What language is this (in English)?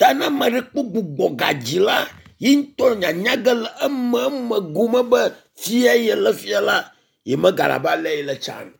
Ewe